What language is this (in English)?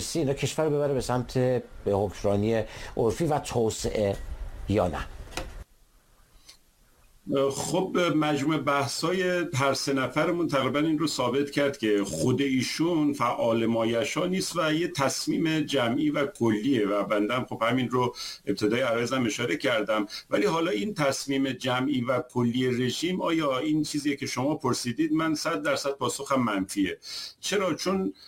Persian